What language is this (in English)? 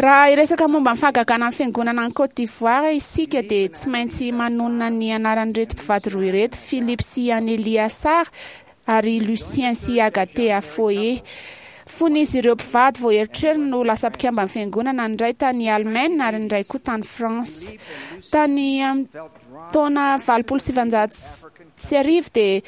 Malagasy